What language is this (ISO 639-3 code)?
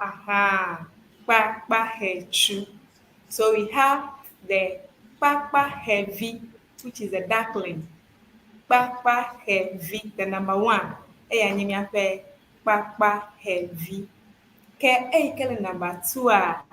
ewe